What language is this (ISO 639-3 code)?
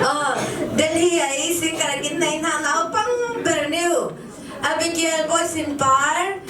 cfm